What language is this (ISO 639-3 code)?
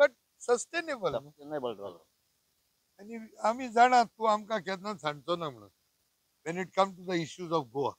kok